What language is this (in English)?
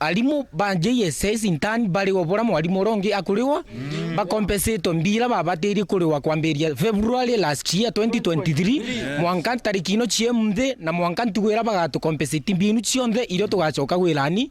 Meru